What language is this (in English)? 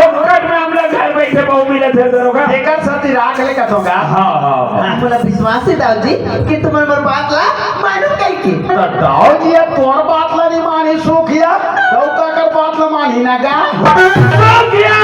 Chhattisgarhi